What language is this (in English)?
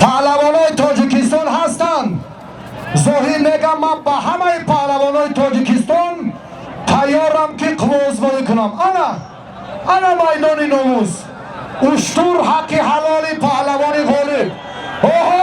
Tajik